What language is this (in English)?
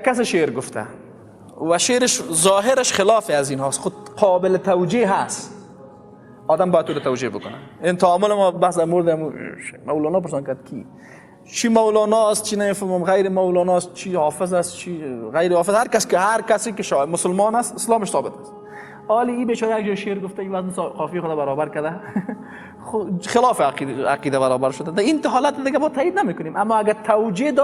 Persian